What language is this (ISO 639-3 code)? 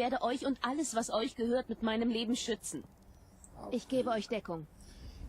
gsw